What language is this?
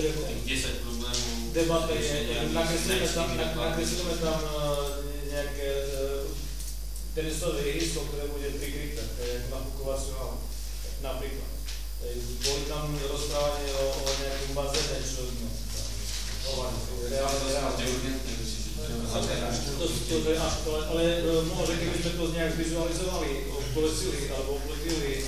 Slovak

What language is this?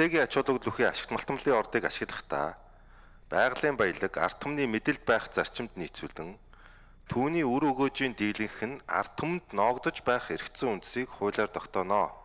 Mongolian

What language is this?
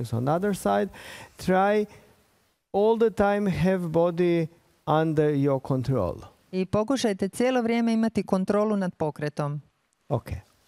Croatian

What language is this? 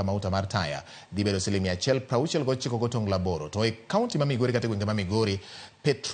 Luo (Kenya and Tanzania)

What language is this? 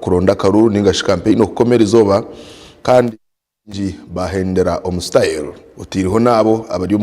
Nyankole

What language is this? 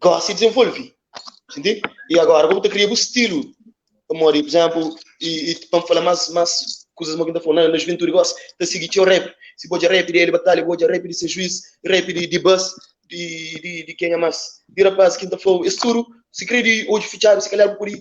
Kabuverdianu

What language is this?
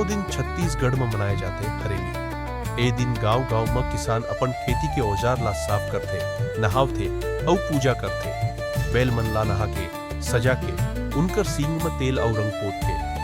Chhattisgarhi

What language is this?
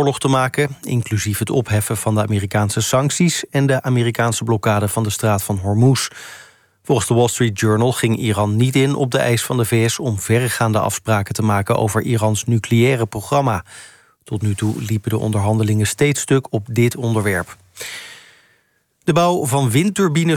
Dutch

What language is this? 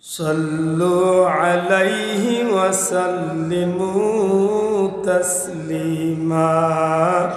Sylheti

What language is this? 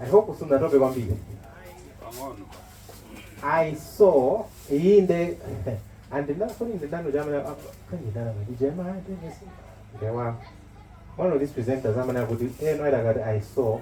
Nyanja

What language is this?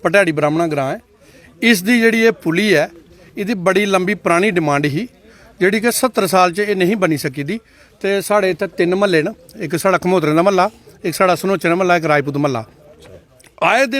Dogri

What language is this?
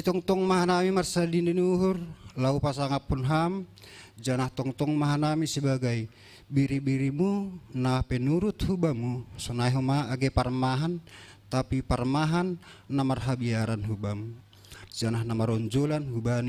Batak Simalungun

